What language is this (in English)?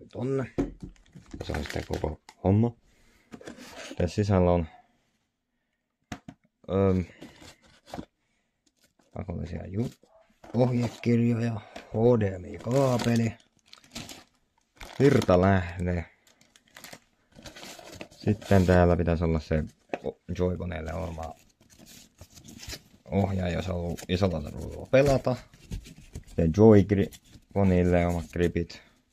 Finnish